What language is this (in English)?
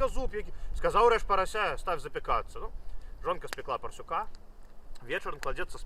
Belarusian